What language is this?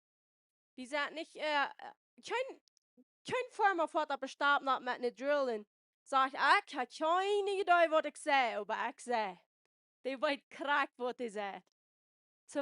Plautdietsch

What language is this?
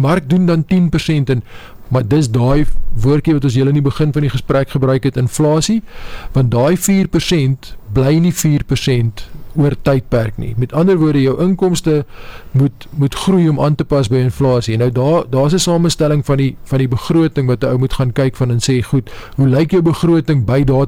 Afrikaans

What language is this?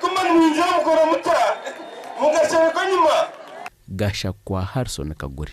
Nyankole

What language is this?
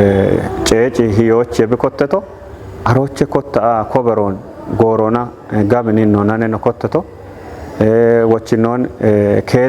Kafa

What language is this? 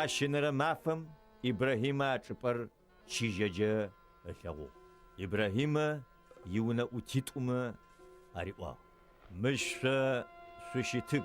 Adyghe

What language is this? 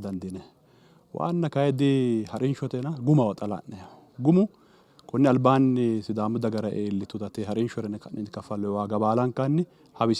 Sidamo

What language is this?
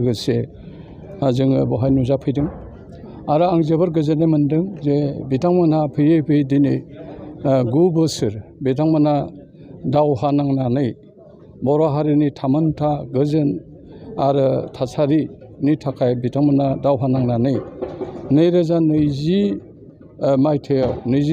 Bodo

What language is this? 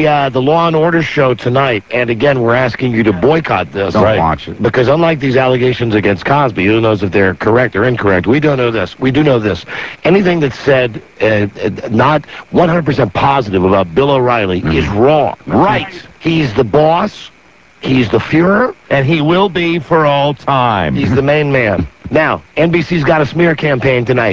English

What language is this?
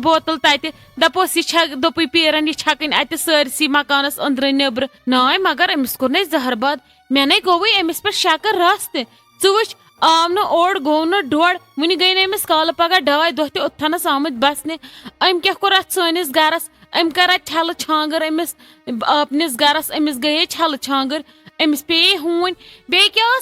Kashmiri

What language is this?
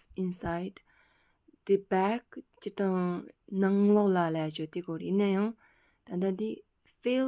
Tibetan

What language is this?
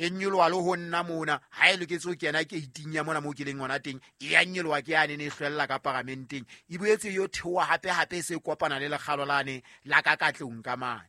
Southern Sotho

